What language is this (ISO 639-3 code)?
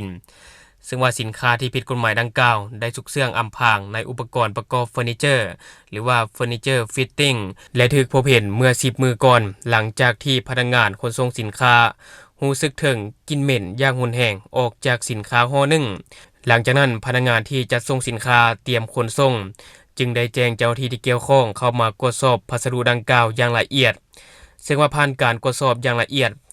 lao